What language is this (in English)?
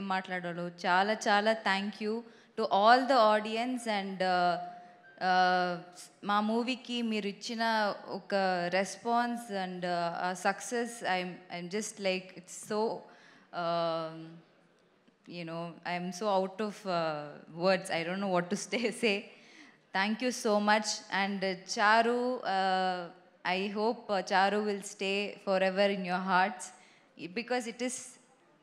Telugu